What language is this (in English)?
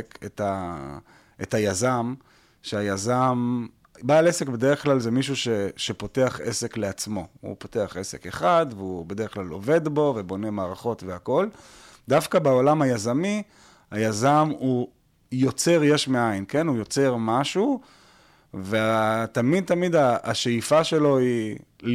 Hebrew